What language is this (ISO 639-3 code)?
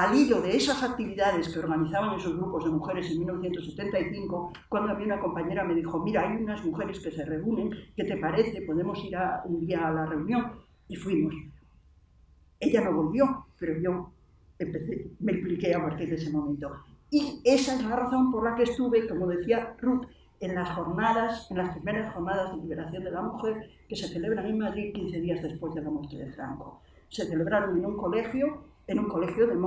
spa